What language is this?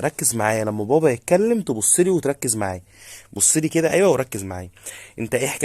Egyptian Arabic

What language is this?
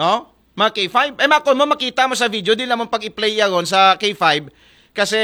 Aklanon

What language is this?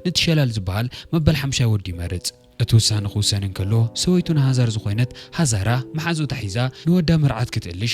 Tigrinya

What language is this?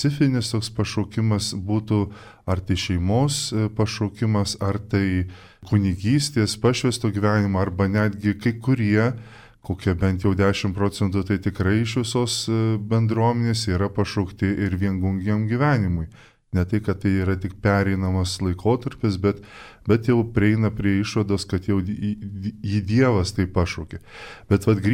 Lithuanian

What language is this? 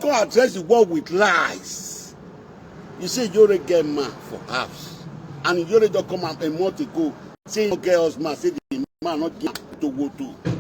Nigerian Pidgin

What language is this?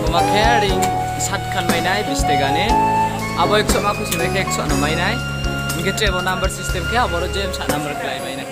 Riang (India)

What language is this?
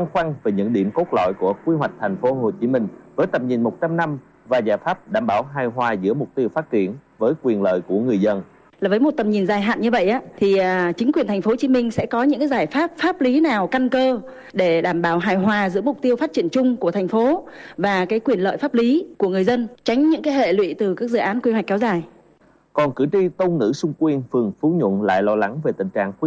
Vietnamese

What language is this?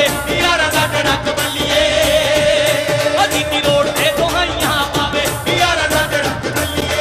Punjabi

